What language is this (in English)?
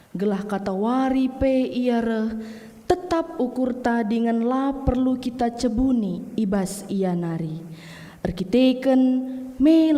Batak Karo